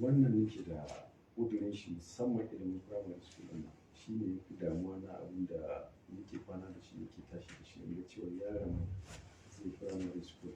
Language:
Hausa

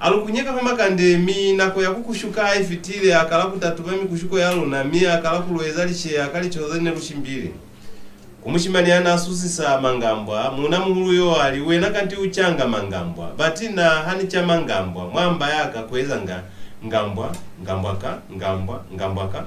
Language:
Lozi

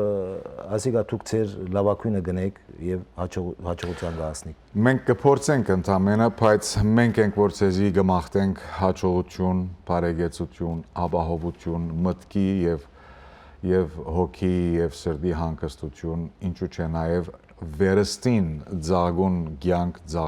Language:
Western Armenian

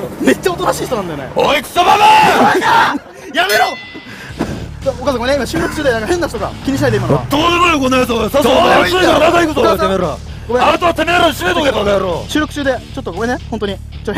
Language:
Japanese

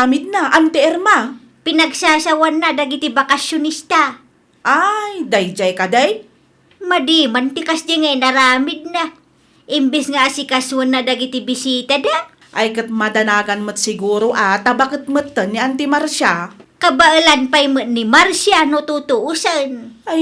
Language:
Iloko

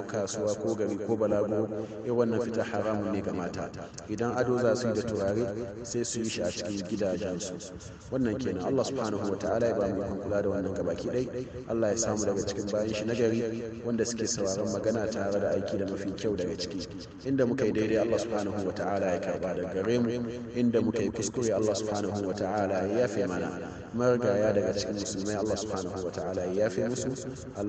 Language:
Hausa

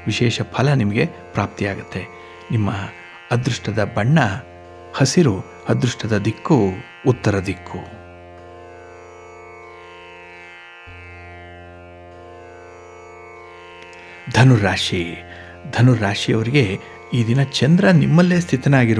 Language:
Kannada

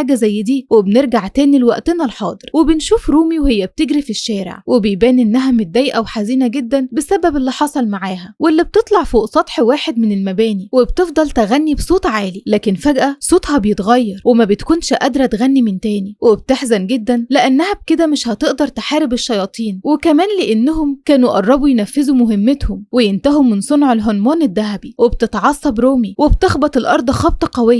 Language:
Egyptian Arabic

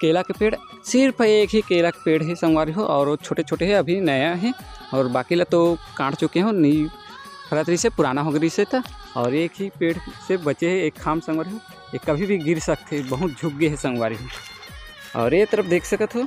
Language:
Chhattisgarhi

